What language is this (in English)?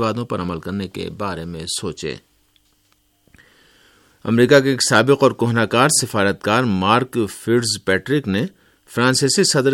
Urdu